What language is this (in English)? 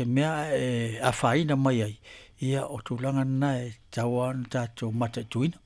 Samoan